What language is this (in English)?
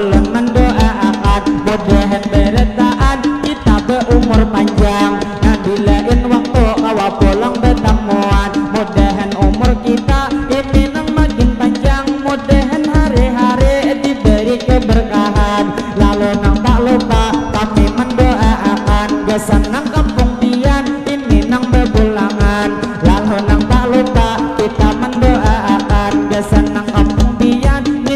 Banjar